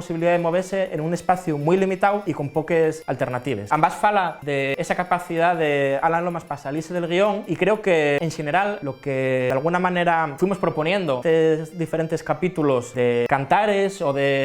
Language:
Asturian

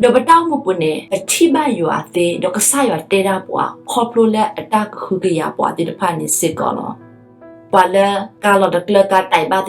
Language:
S'gaw Karen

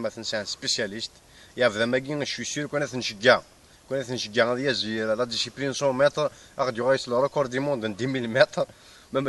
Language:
Kabyle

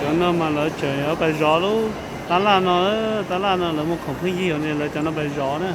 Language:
Hmong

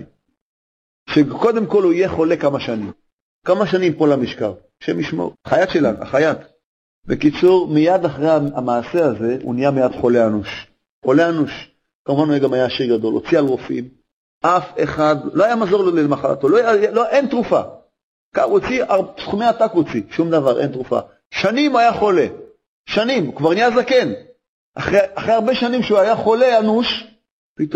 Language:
Hebrew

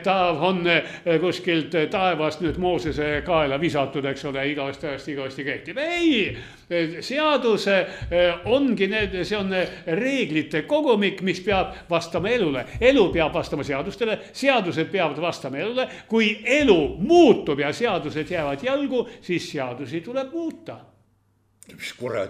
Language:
Estonian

